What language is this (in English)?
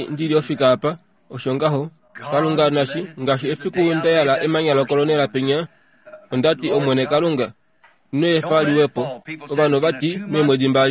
Kuanyama